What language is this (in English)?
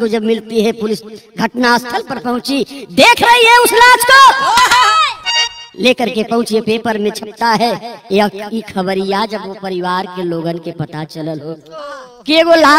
Bhojpuri